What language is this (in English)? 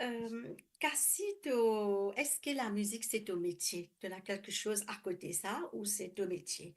Morisyen